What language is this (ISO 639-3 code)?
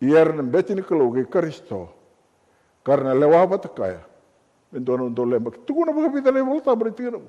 fij